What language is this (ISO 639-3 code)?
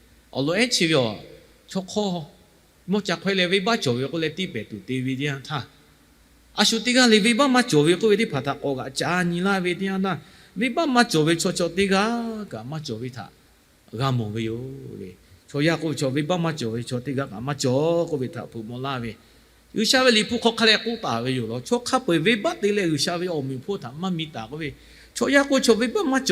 lhu